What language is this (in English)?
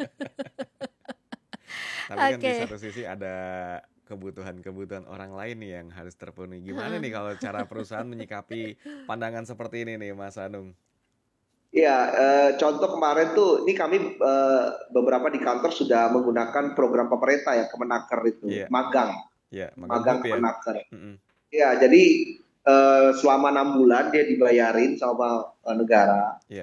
Indonesian